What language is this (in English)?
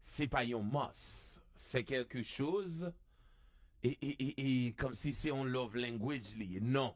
Haitian Creole